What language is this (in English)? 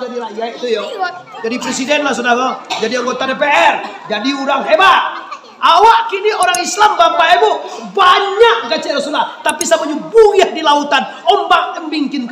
Minangkabau